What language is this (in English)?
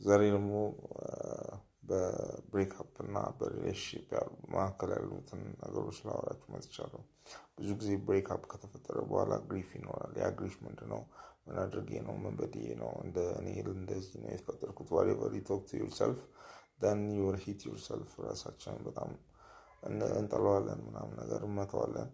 Amharic